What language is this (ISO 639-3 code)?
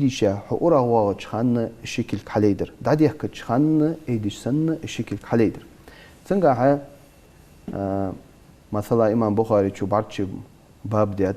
inh